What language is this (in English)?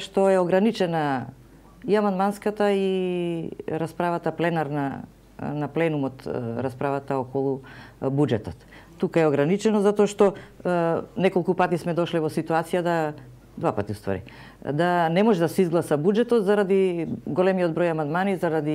Macedonian